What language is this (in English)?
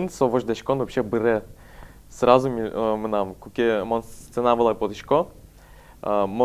Udmurt